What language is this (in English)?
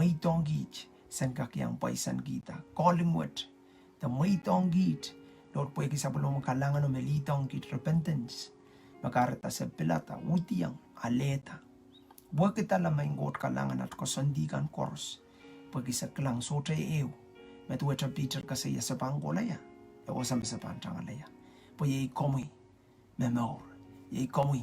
Pohnpeian